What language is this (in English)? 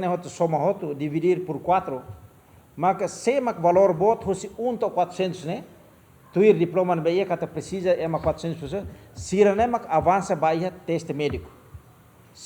Tetum